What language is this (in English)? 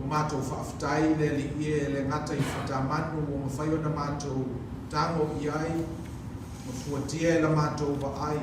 Samoan